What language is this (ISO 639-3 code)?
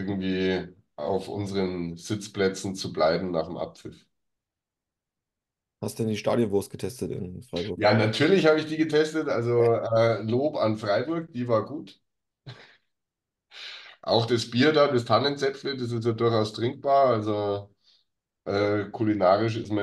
deu